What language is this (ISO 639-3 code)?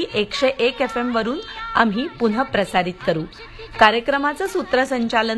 mar